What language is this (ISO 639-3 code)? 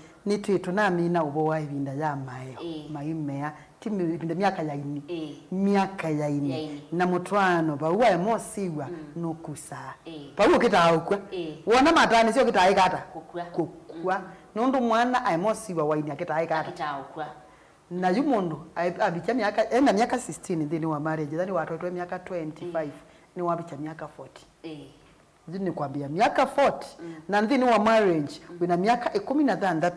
kam